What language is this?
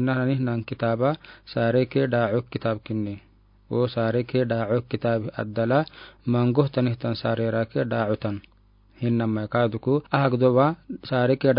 Afar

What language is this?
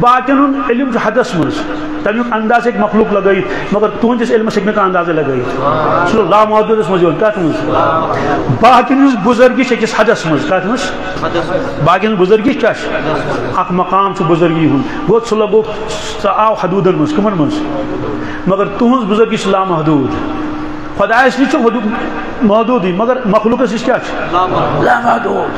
Kashmiri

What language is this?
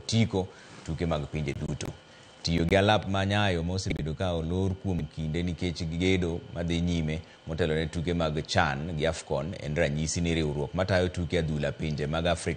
Luo (Kenya and Tanzania)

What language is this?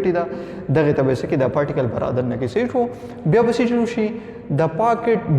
Pashto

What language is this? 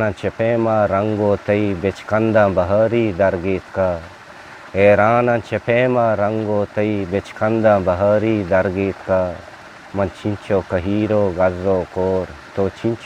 Eastern Balochi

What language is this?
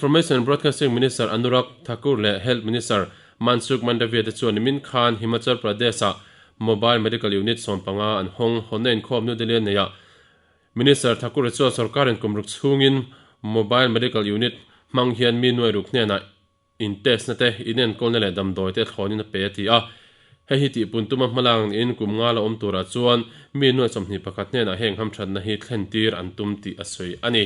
Mizo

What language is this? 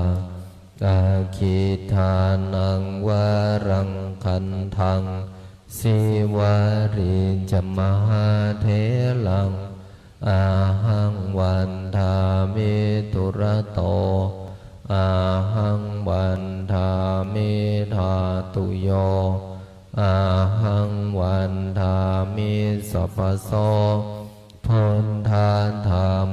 Pali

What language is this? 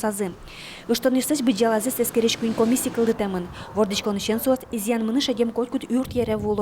Udmurt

